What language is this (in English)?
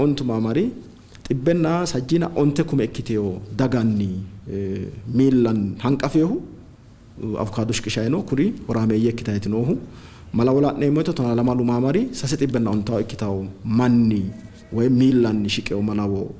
Sidamo